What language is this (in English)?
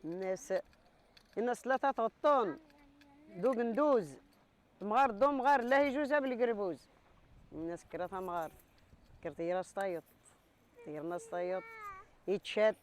Kabyle